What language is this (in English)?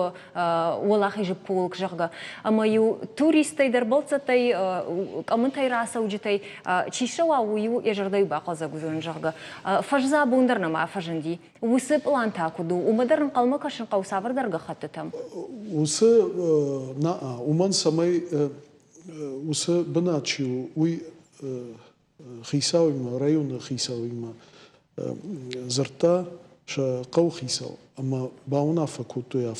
Ossetic